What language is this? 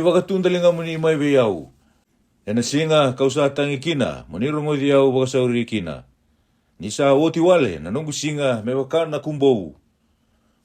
Fijian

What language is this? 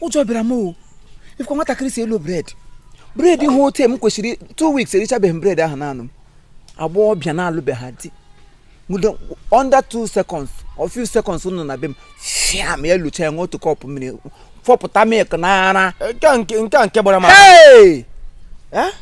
Igbo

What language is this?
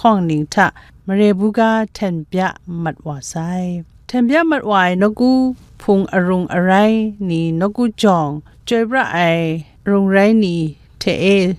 Kachin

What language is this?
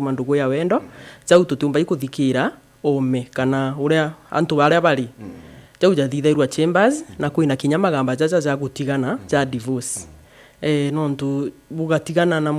Meru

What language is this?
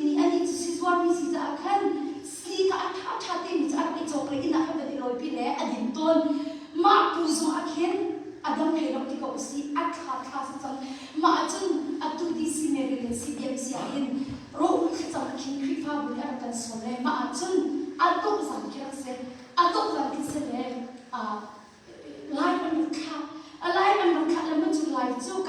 Hakha Chin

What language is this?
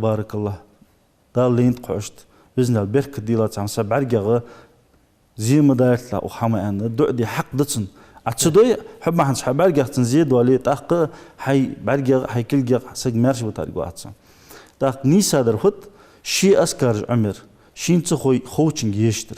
Ingush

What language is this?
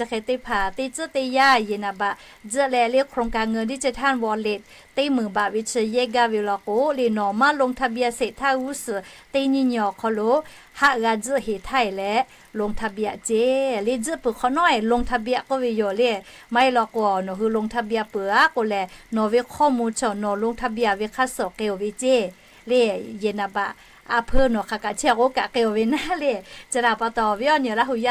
Lahu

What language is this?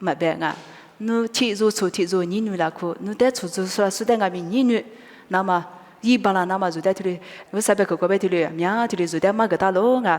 Lisu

